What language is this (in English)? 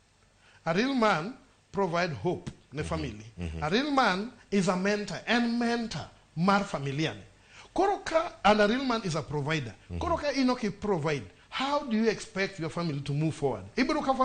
Luo (Kenya and Tanzania)